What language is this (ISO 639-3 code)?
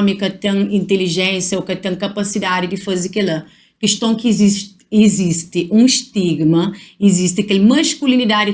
kea